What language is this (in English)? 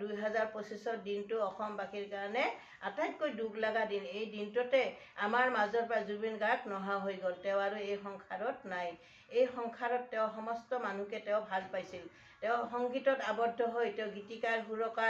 Assamese